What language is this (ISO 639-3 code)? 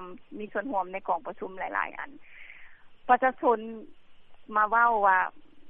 lao